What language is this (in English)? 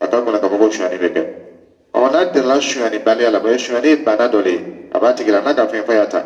Dyula